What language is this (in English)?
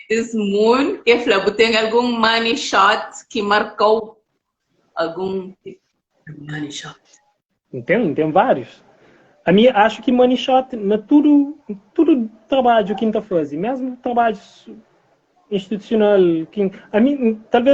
Kabuverdianu